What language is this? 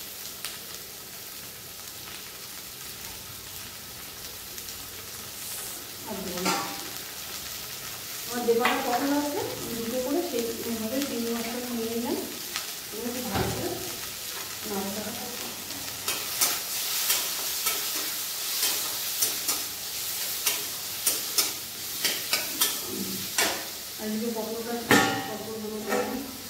Bangla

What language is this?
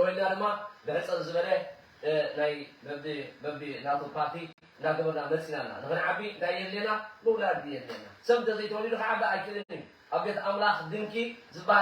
Tigrinya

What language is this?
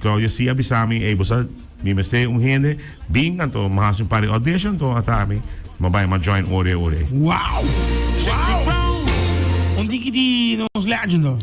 Papiamento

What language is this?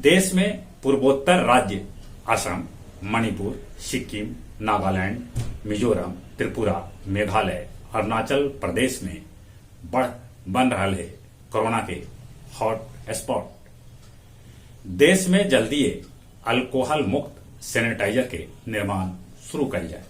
Magahi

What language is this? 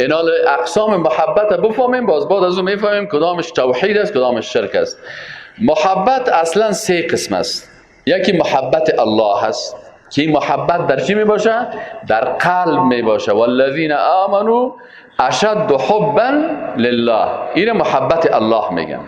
Persian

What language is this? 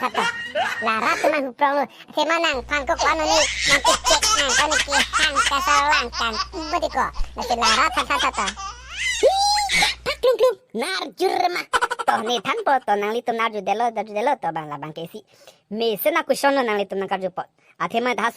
Karbi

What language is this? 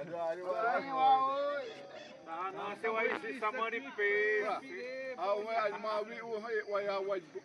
Xavánte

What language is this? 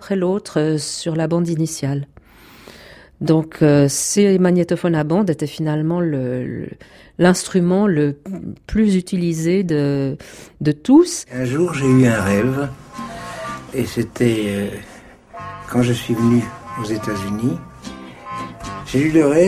French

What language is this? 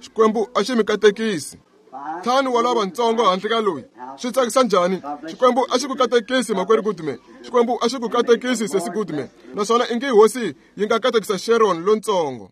Tsonga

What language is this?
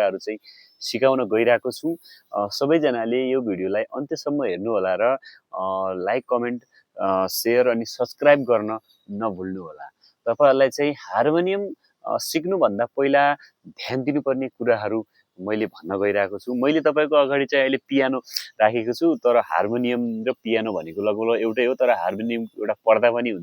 Nepali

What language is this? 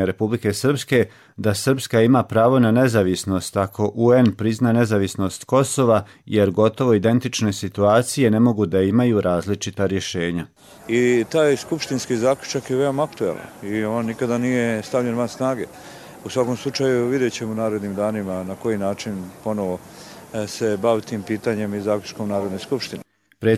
Croatian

